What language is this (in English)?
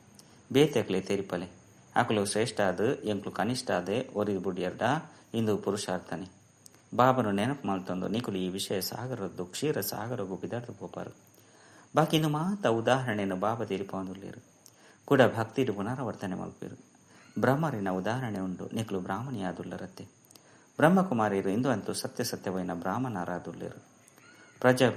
Tulu